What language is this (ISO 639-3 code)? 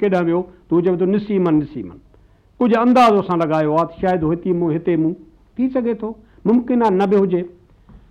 snd